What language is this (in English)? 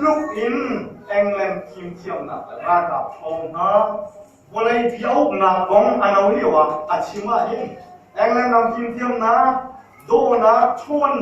Hakha Chin